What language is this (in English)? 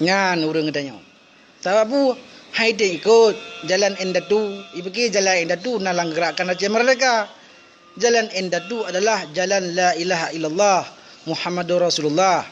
Achinese